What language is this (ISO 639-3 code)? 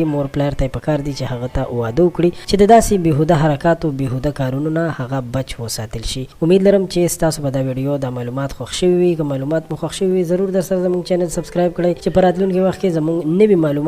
pus